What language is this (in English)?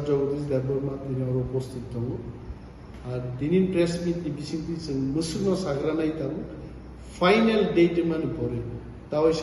Kok Borok